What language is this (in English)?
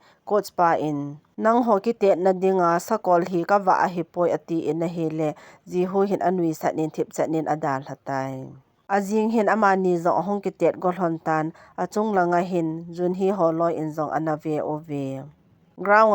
Thado Chin